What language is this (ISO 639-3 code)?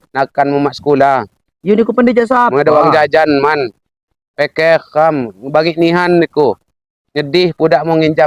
ljp